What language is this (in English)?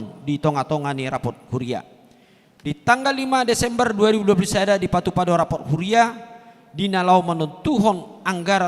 Batak Toba